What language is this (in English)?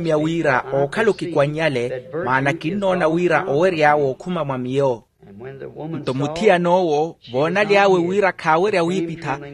Makhuwa